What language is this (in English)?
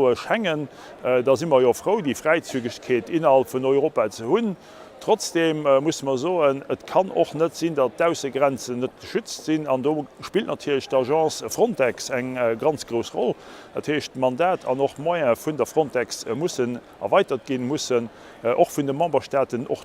Luxembourgish